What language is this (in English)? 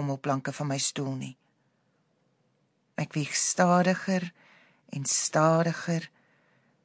Afrikaans